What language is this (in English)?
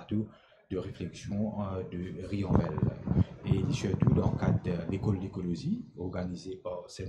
Morisyen